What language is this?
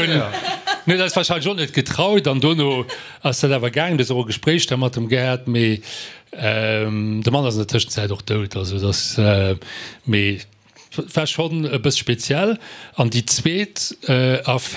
Luxembourgish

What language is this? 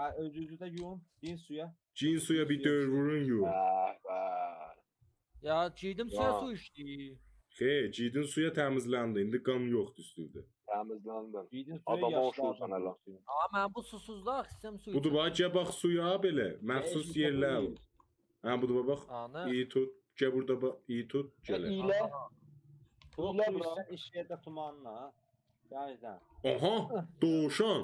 South Azerbaijani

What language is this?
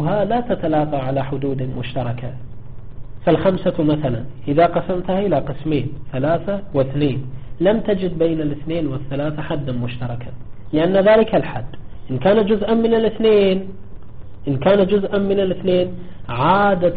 Arabic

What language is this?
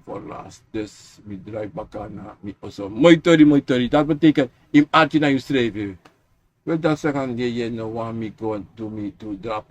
Sranan Tongo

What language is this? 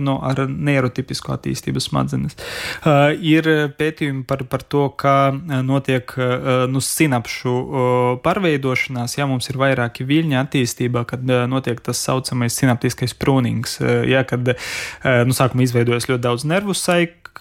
Latvian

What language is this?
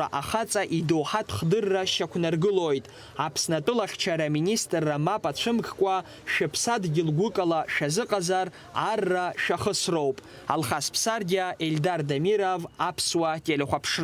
Abkhazian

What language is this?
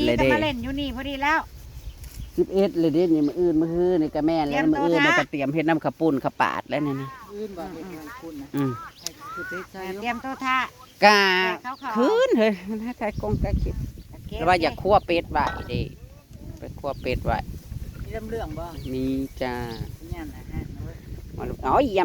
Northeastern Thai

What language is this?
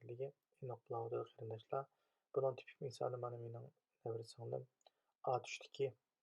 Uyghur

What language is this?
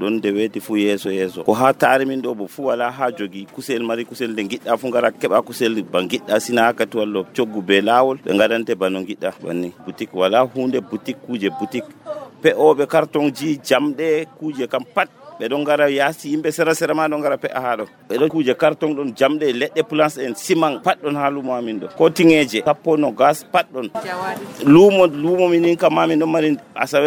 Nigerian Fulfulde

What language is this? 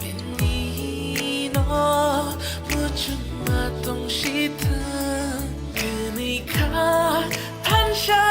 Kok Borok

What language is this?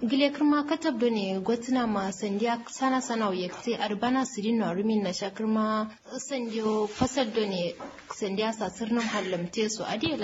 Kanuri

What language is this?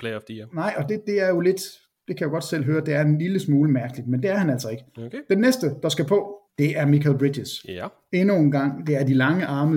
Danish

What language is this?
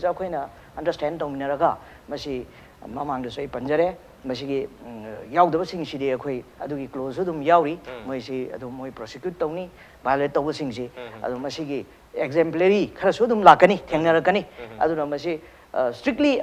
Manipuri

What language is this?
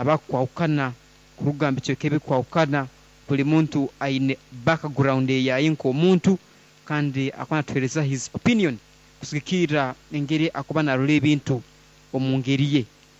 Nyoro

